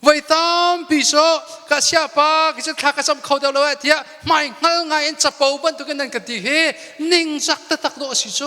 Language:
Hakha Chin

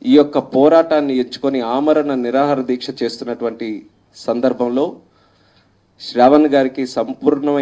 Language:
Telugu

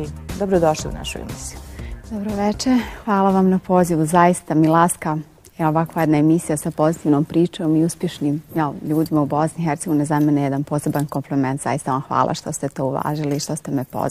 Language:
Bosnian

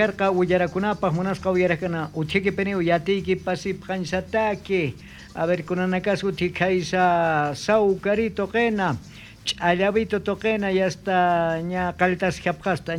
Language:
South Bolivian Quechua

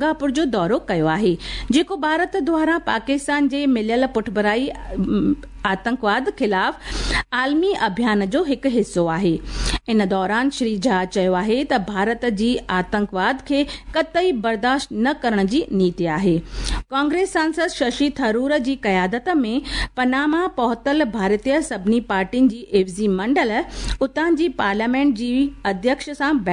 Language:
Sindhi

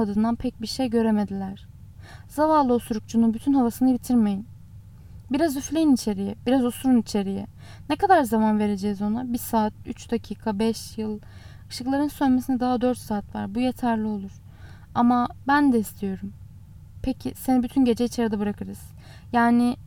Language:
Turkish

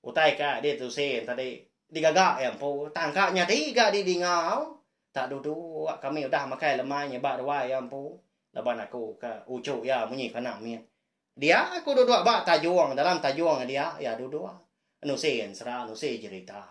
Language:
Iban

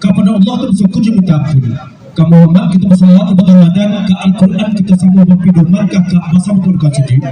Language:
Minangkabau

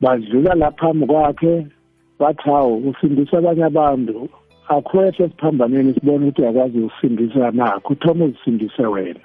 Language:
South Ndebele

